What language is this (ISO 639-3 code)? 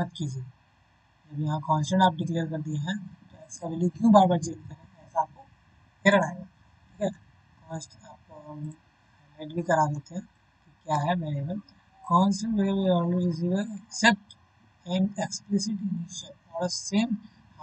hin